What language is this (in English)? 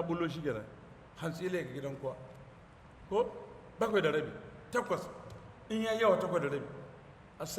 Hausa